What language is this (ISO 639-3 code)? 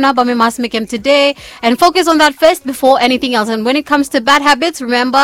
bis